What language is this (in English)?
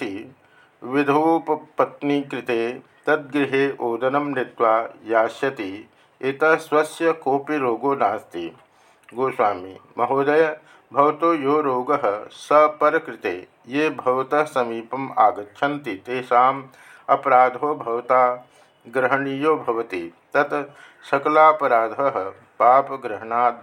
Sanskrit